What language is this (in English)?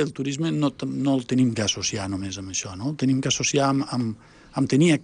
Catalan